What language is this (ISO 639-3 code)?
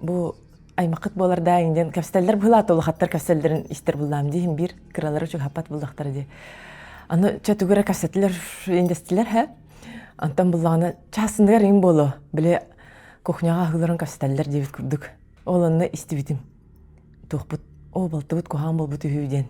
sah